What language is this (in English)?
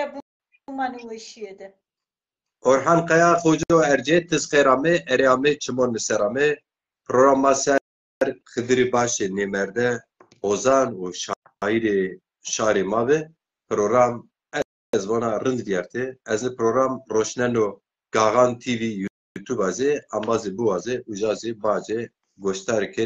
Zaza